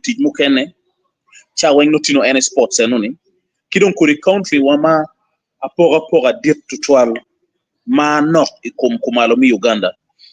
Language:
Acoli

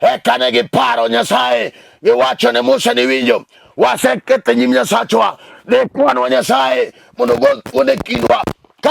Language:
Luo (Kenya and Tanzania)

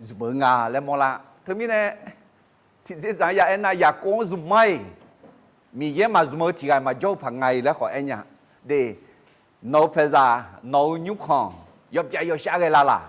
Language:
Akha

